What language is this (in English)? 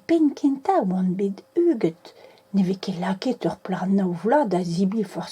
Breton